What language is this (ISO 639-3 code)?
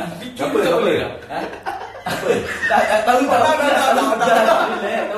msa